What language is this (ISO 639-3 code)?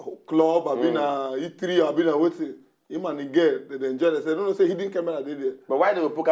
pcm